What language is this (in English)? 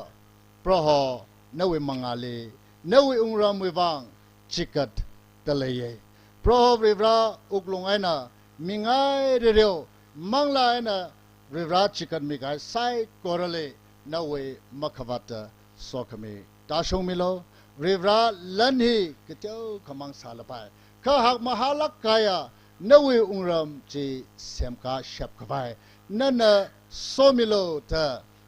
Tangkhul Naga (India)